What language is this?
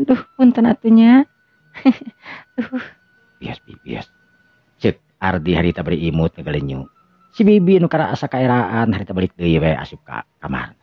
Sundanese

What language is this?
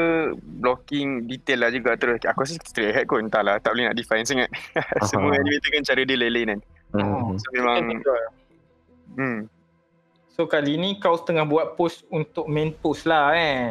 Malay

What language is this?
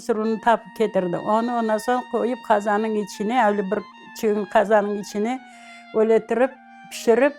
Crimean Tatar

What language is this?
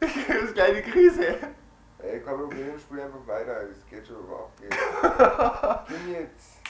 Bavarian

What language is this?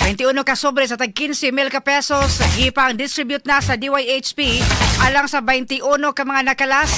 Cebuano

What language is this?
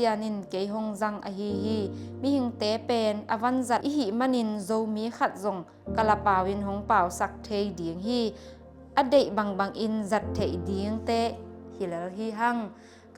Tedim Chin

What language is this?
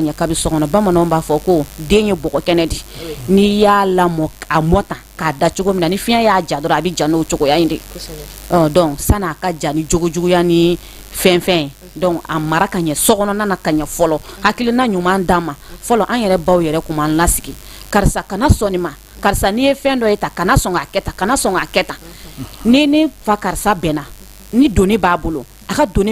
Bambara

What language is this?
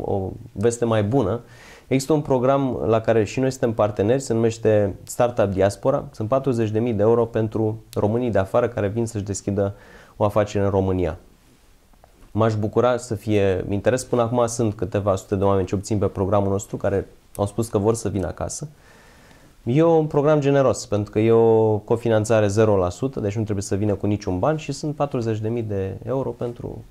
Romanian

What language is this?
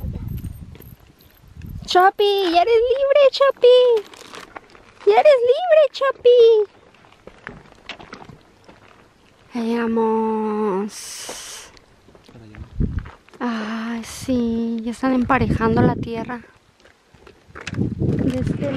Spanish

